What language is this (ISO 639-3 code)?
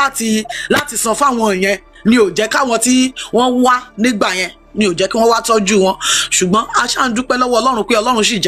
yor